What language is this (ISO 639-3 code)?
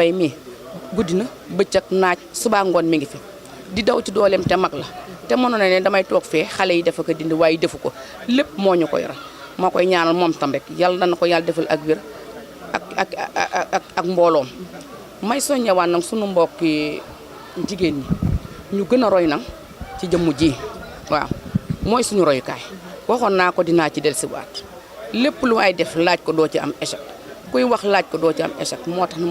wol